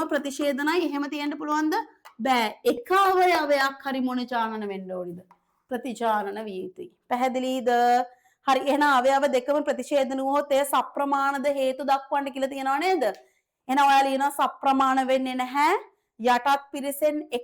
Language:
Sinhala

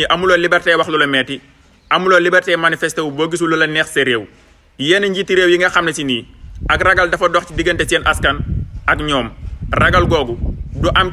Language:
Wolof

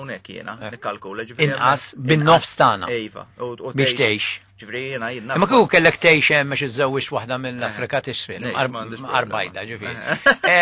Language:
Maltese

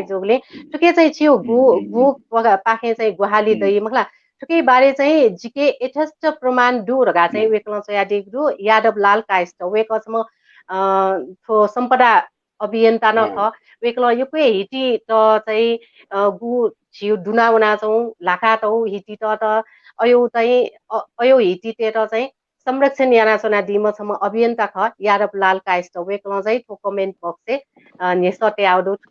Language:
Newari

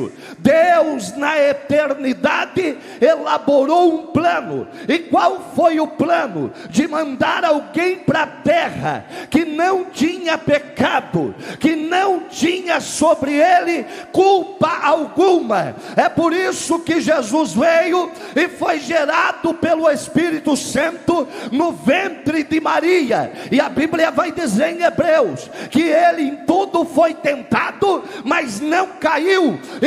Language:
Portuguese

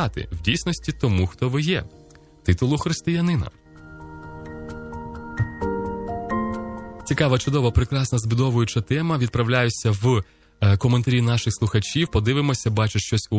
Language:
Ukrainian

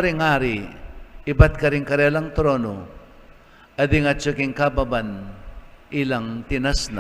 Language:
Pampanga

